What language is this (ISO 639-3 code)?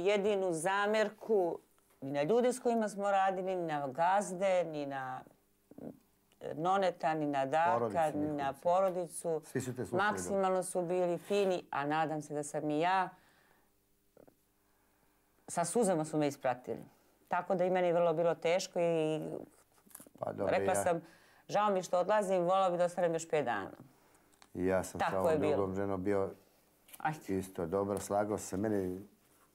srp